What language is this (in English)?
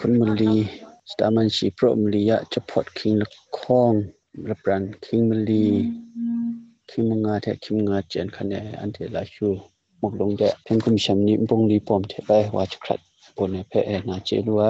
Kachin